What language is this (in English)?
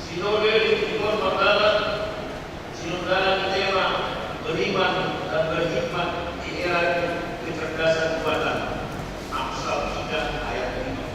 Batak Toba